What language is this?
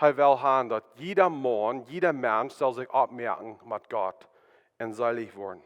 Plautdietsch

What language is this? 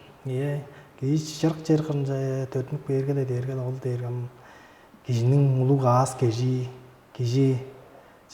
Tuvinian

